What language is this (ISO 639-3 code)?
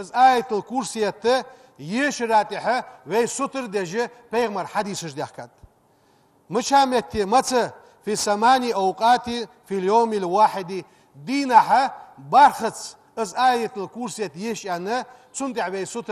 inh